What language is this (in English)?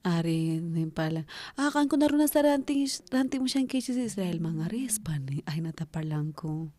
South Bolivian Quechua